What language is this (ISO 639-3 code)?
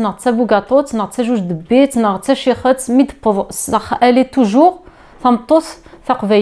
kab